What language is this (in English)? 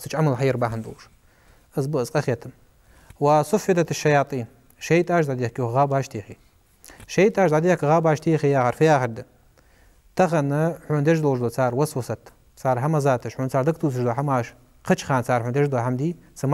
Ingush